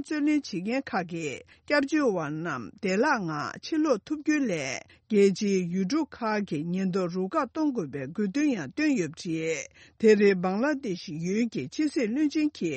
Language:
Tibetan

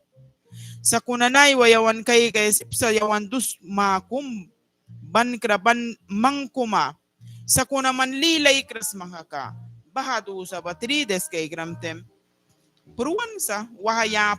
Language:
Mískito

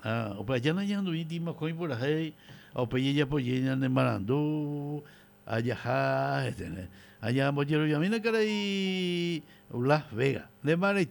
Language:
Guarani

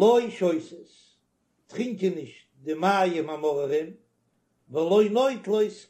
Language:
Yiddish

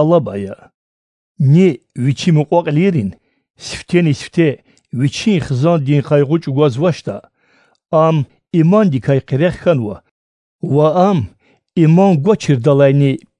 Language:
Lezghian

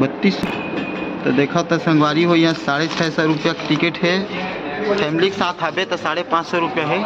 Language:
Chhattisgarhi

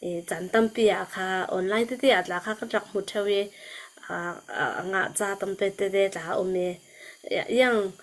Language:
Falam Chin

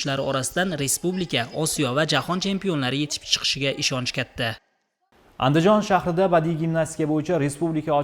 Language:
Uzbek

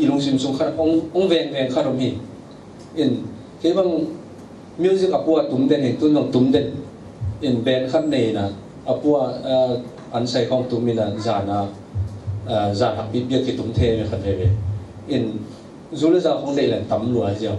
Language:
Tedim Chin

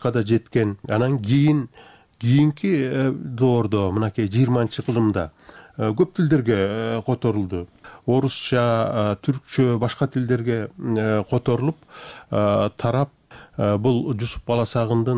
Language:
Kyrgyz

